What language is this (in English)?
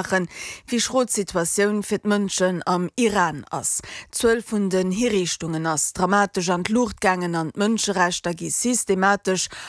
Luxembourgish